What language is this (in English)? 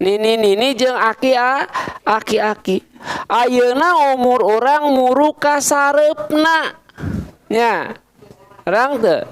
Sundanese